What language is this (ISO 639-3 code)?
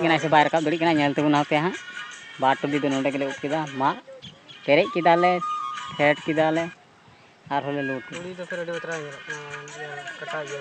sat